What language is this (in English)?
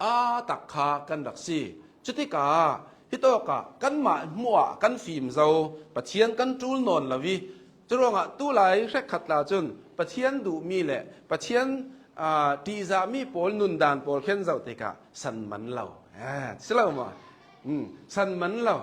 Hakha Chin